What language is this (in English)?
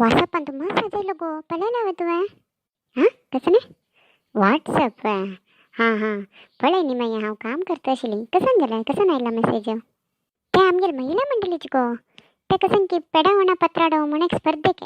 Konkani